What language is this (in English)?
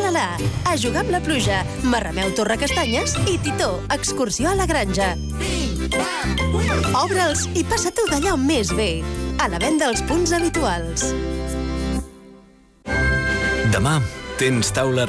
Catalan